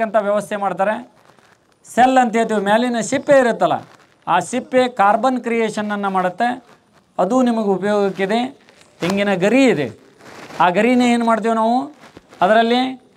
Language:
Kannada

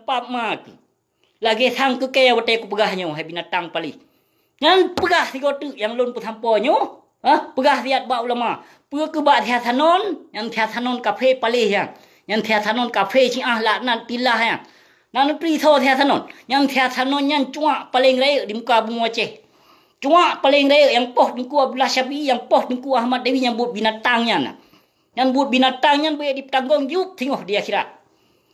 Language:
Achinese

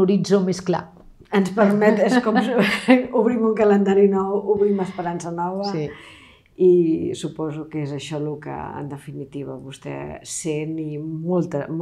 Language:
Catalan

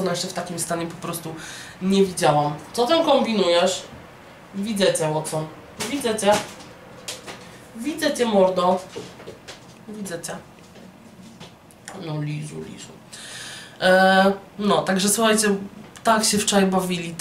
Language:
Polish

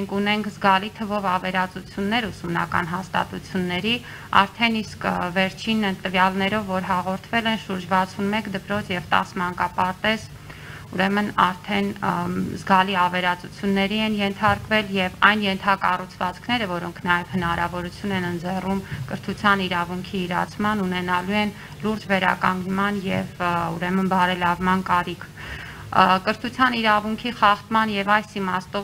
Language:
Armenian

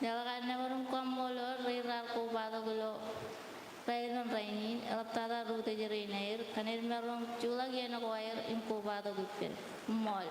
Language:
Marshallese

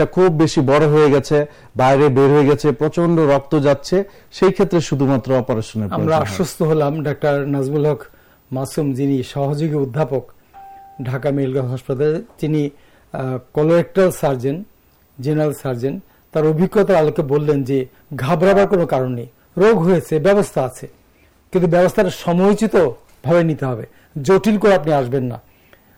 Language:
Bangla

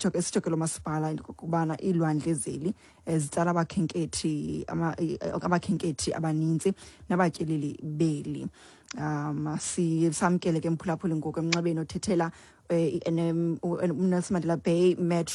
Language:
Xhosa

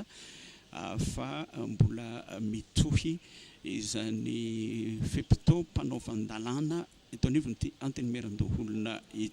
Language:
Malagasy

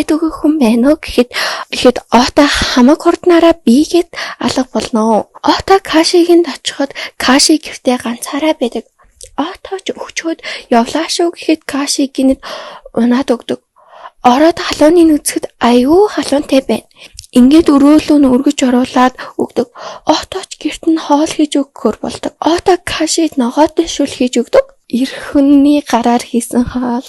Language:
Mongolian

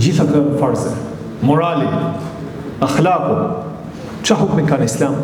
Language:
Albanian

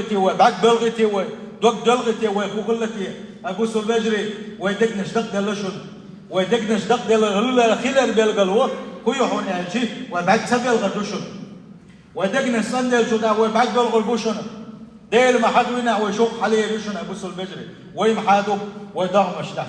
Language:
Chechen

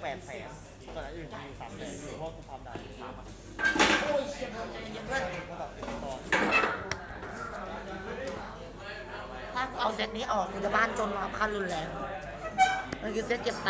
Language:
Thai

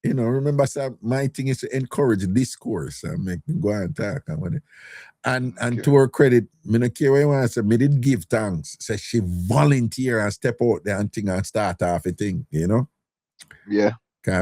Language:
Jamaican Creole English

